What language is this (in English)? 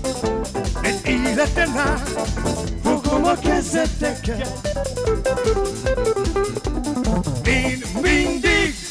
Hungarian